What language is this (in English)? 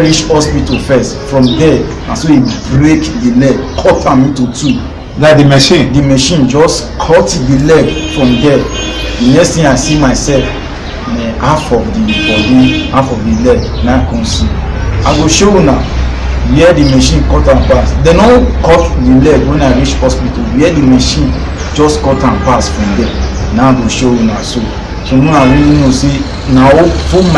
Nigerian Pidgin